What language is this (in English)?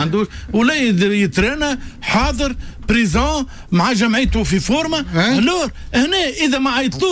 Tunisian Arabic